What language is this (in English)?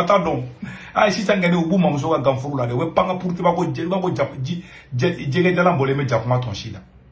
Bambara